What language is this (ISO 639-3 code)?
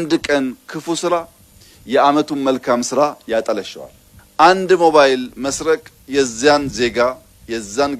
amh